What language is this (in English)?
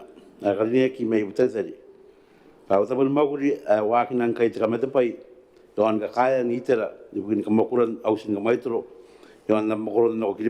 Gilbertese